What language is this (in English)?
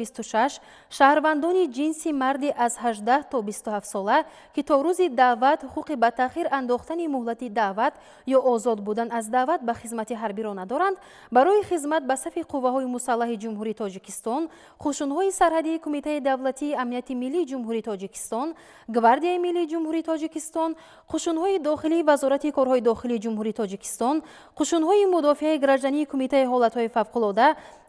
Tajik